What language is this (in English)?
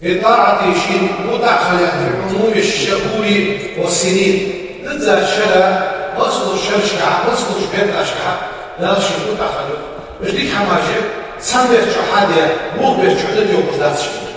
Ingush